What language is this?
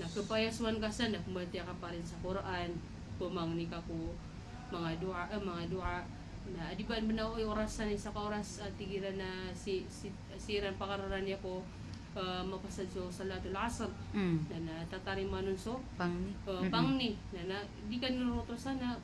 Maranao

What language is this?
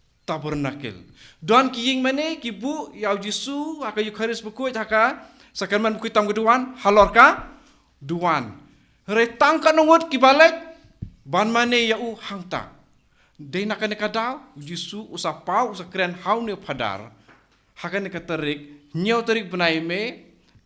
Khasi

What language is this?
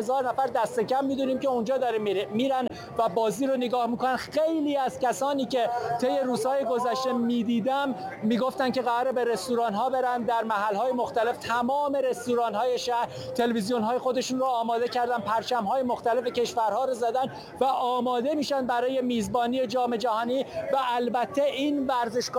Persian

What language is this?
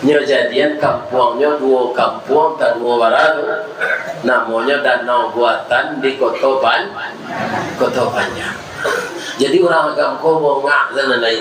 Minangkabau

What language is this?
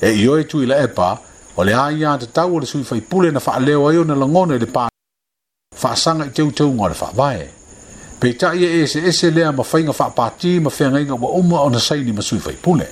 Samoan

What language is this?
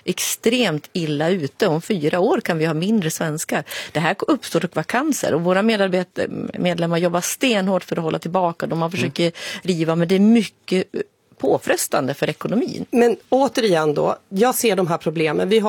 Swedish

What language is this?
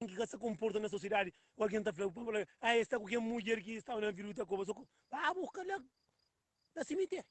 Kabuverdianu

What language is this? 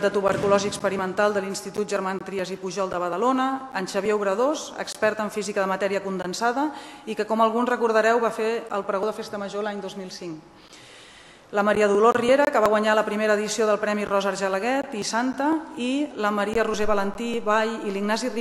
Catalan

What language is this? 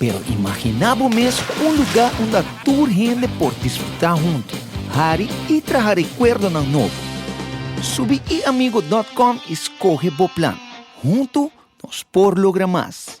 Papiamento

